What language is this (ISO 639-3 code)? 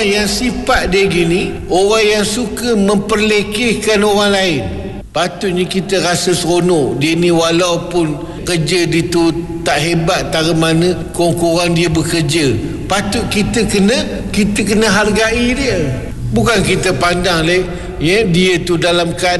msa